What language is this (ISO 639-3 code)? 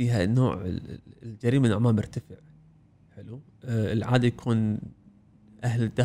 afb